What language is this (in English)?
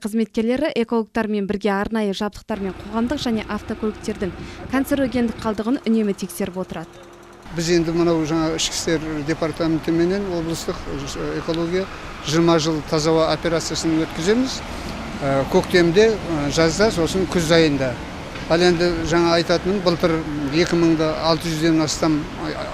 Kazakh